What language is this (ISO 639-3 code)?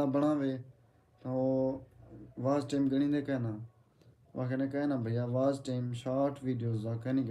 skr